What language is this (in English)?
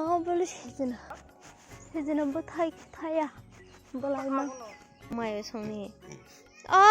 Kok Borok